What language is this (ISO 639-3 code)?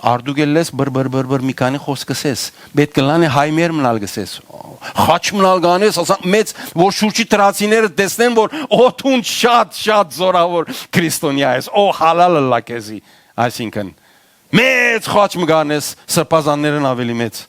hyw